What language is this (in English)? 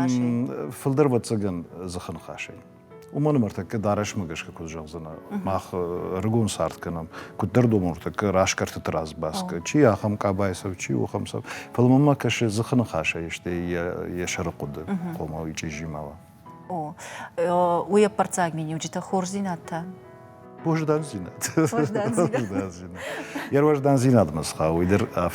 Ossetic